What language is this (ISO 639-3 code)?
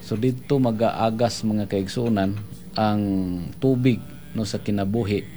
ceb